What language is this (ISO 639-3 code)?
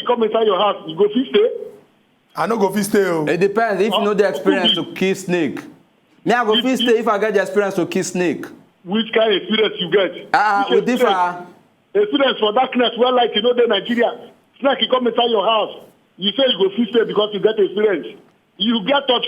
pcm